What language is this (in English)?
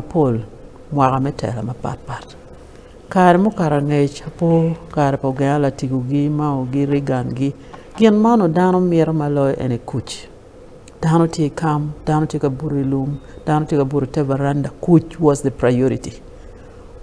Acoli